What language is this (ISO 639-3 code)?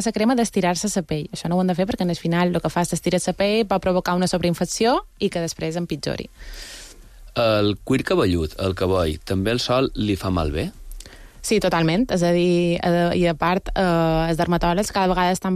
cat